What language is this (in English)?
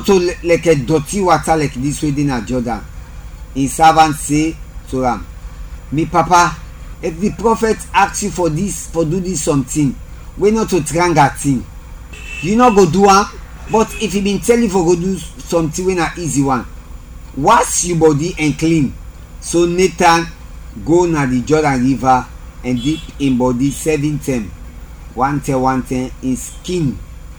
Krio